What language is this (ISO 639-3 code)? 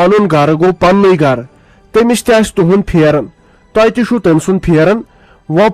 kas